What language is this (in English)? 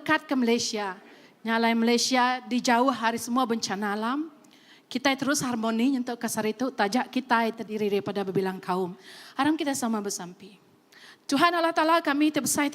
Iban